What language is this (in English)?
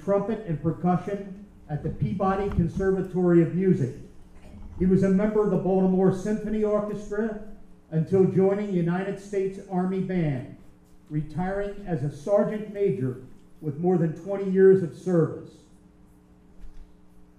English